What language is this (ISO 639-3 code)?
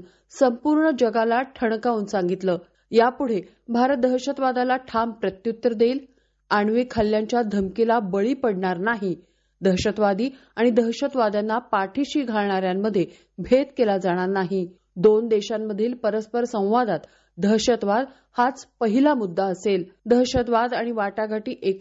mar